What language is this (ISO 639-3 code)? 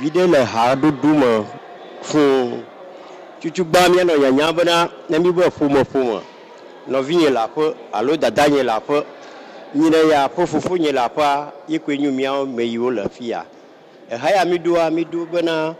ewe